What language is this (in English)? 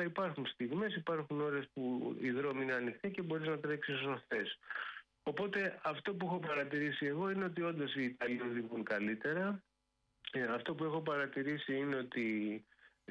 Greek